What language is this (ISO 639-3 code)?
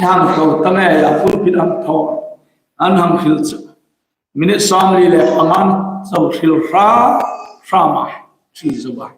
hmr